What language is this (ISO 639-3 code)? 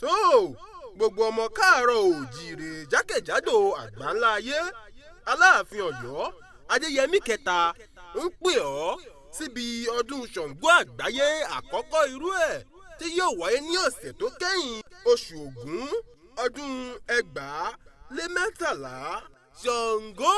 yor